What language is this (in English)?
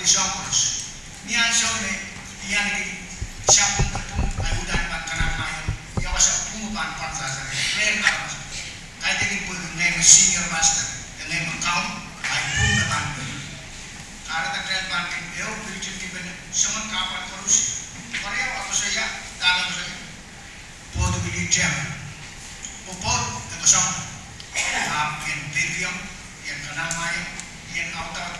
Pohnpeian